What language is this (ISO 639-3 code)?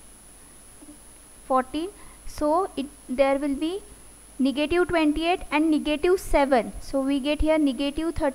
eng